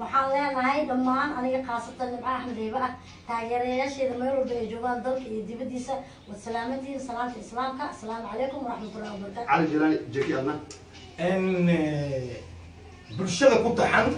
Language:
Somali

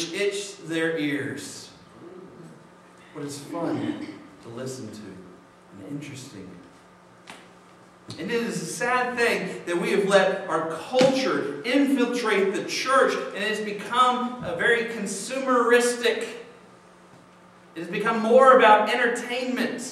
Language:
English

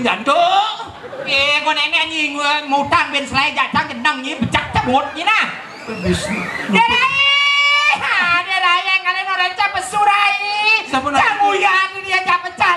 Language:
Balinese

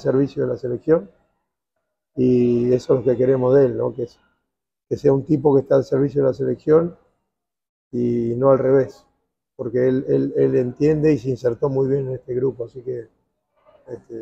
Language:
Spanish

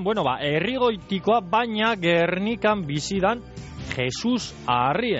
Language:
Basque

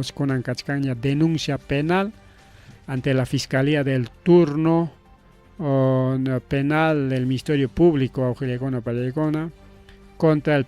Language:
Ayacucho Quechua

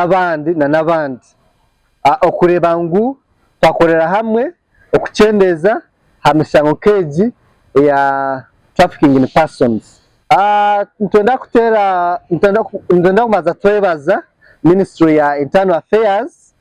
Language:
Nyankole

